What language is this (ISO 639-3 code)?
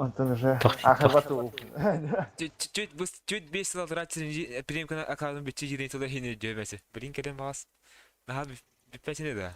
sah